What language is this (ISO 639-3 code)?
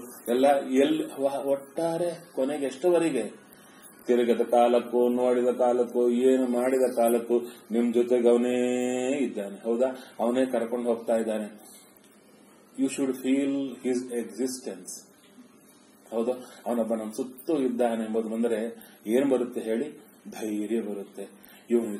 kan